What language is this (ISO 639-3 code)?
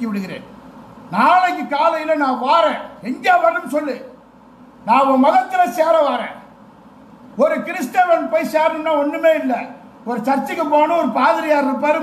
tam